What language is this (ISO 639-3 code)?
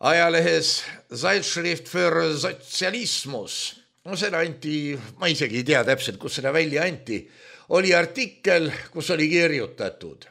est